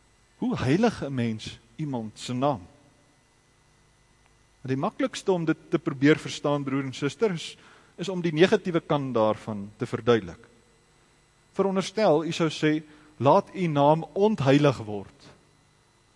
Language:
Afrikaans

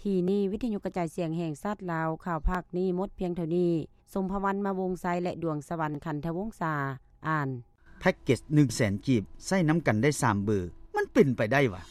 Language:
Lao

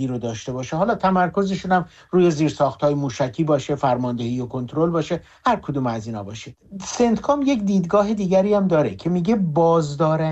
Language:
Persian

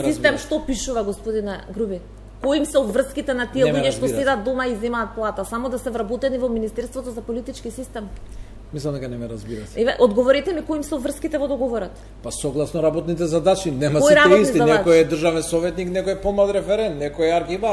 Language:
Macedonian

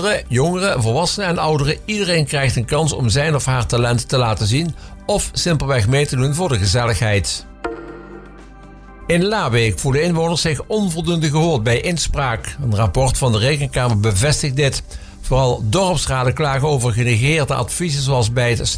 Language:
Dutch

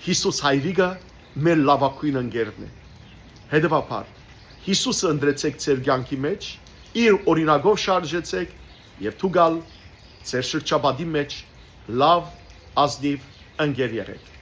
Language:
Western Armenian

